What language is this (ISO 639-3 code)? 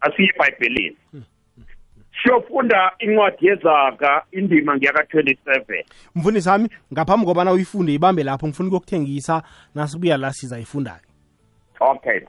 nbl